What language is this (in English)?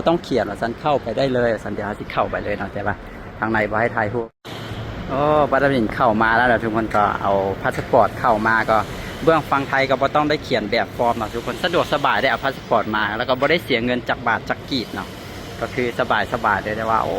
Lao